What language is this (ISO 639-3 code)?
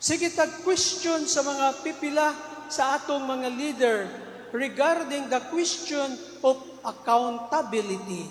ceb